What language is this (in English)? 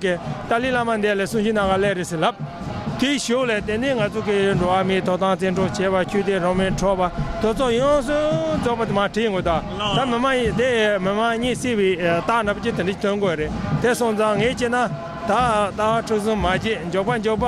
Tibetan